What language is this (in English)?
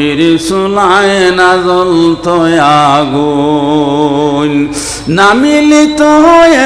Sylheti